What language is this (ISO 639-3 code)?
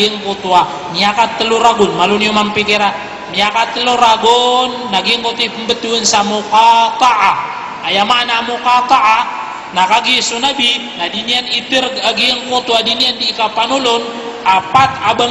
mrw